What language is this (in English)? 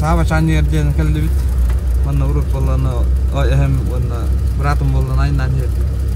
Yakut